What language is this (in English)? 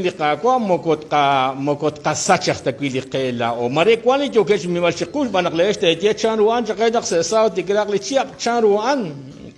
Kekchí